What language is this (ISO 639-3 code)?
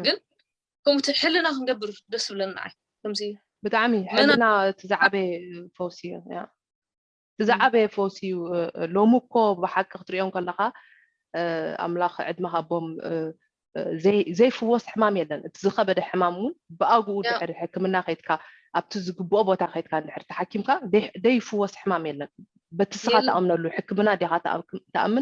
tir